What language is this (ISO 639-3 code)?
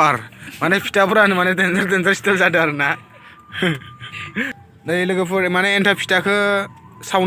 brx